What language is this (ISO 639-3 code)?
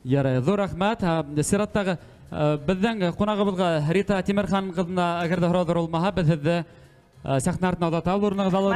bak